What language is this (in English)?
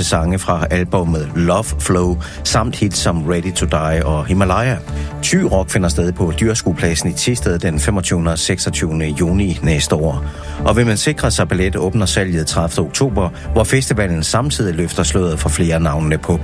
Danish